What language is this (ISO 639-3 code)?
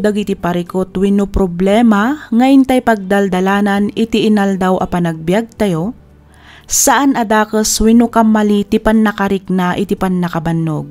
ilo